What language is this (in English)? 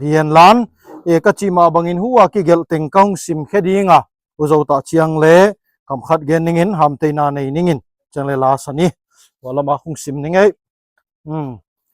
Tedim Chin